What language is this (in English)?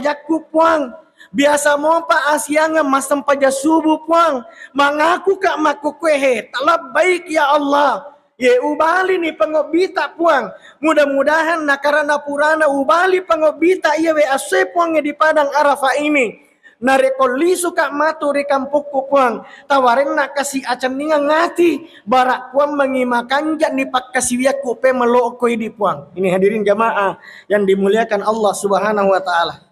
Buginese